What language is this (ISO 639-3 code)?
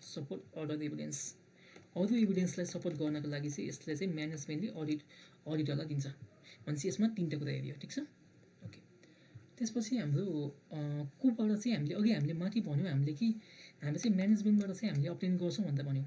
nep